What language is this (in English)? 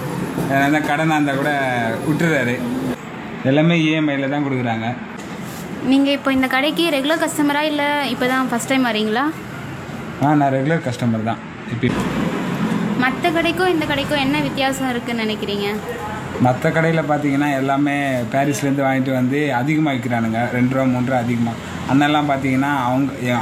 Tamil